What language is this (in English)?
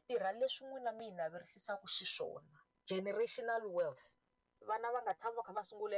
Tsonga